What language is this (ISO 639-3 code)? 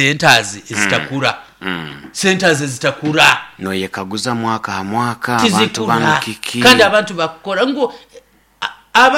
nyo